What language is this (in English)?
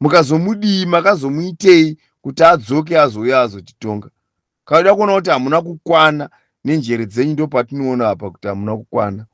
Shona